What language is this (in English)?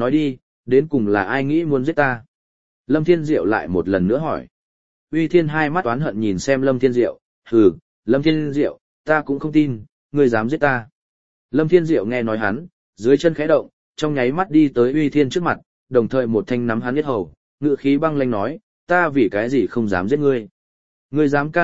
Vietnamese